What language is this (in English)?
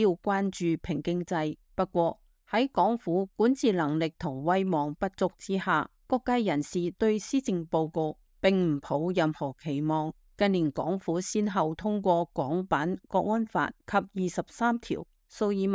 Cantonese